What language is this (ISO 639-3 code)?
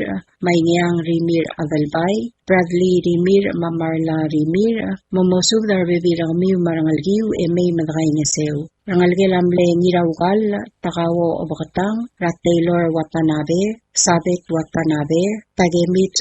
pau